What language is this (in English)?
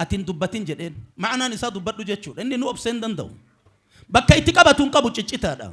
Oromo